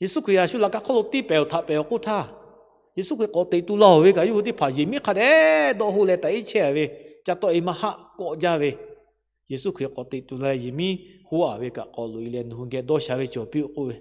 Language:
Lahu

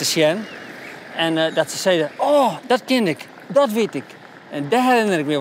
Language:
Western Frisian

